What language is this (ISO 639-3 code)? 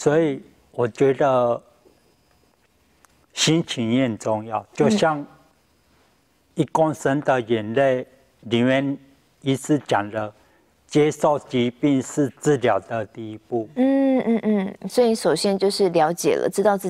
zho